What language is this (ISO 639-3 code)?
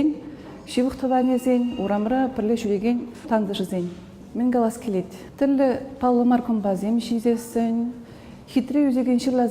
chv